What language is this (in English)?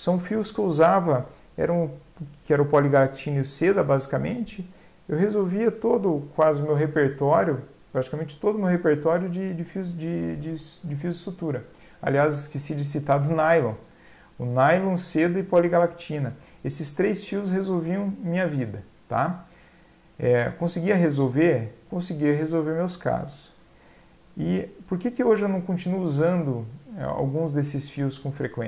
Portuguese